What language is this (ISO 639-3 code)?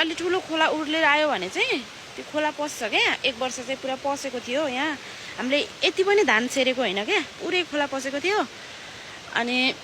nep